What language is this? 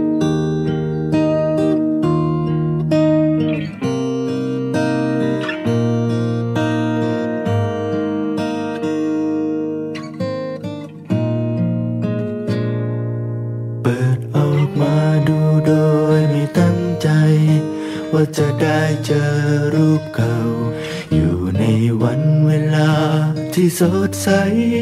Thai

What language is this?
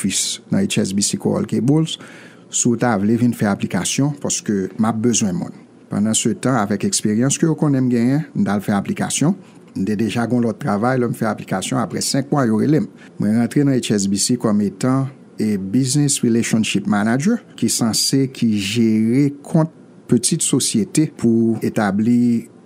Haitian Creole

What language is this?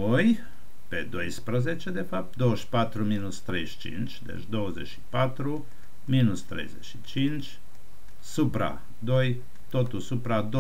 Romanian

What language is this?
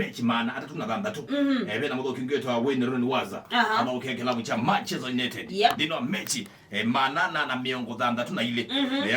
Kamba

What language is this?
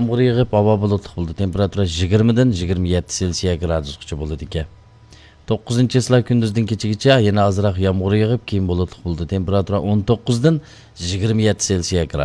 Uyghur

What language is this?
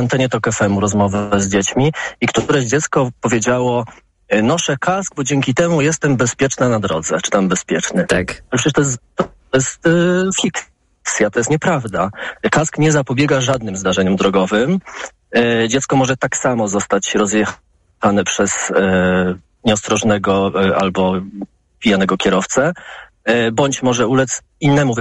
Polish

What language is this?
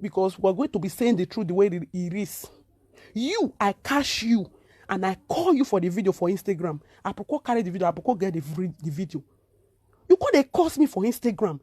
Nigerian Pidgin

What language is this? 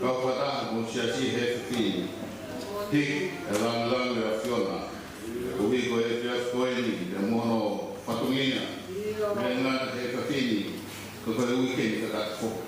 Tongan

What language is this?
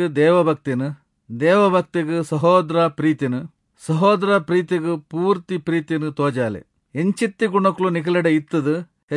Tulu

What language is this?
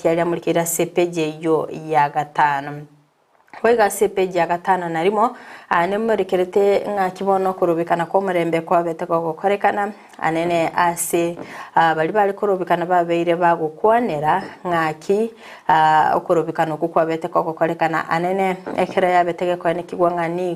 Gusii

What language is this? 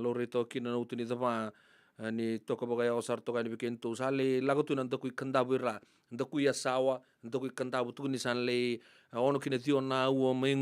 Fijian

